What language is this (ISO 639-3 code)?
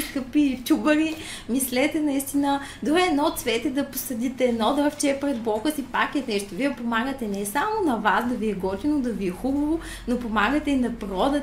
bul